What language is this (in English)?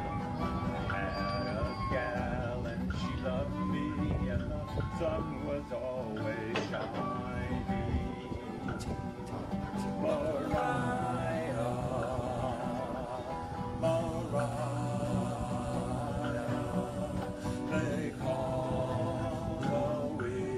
English